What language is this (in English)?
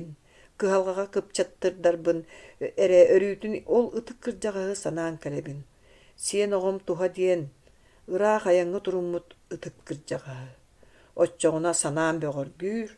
Yakut